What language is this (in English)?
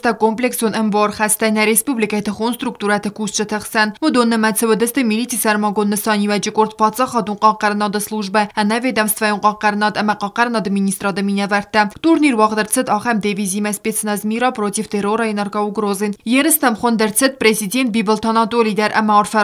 Ossetic